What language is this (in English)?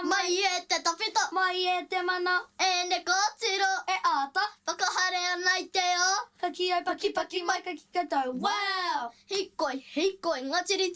Māori